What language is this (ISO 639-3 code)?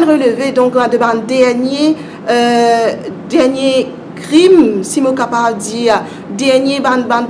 mfe